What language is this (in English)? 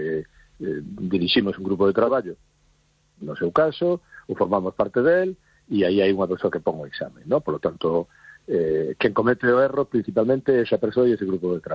Galician